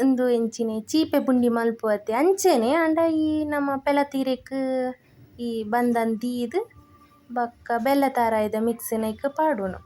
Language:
Tulu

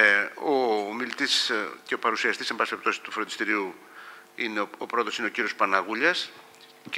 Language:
Greek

